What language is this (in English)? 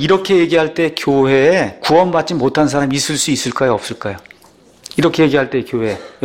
Korean